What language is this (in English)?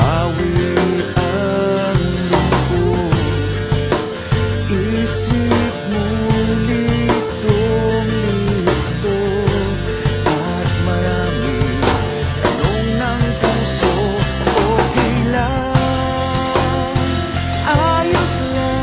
Filipino